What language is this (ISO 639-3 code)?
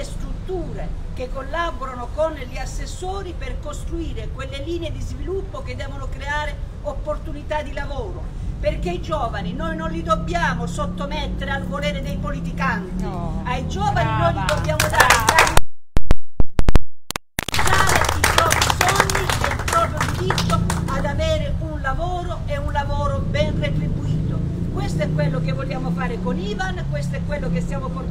ita